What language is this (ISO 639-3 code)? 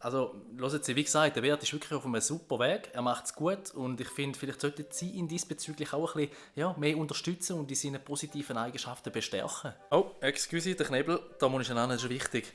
gsw